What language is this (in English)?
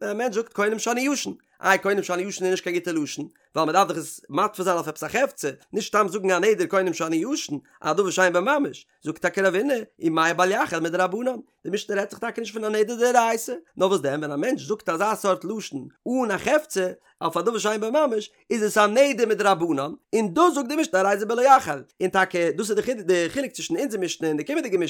Yiddish